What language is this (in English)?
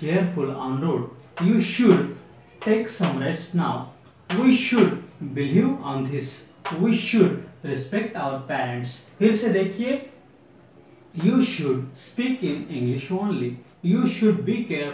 Hindi